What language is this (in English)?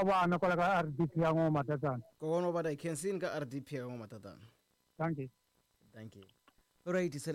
Tsonga